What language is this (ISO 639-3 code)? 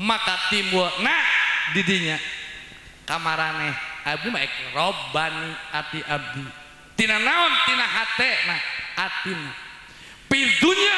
sun